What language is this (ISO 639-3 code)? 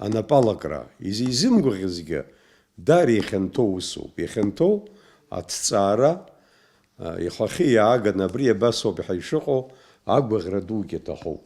abk